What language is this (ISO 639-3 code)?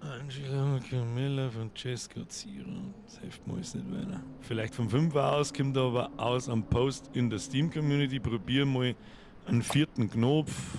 bar